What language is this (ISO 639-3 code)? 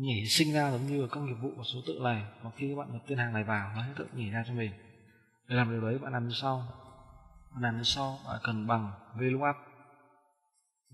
vie